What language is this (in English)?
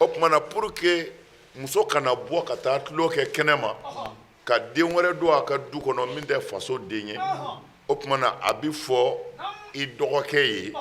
Bambara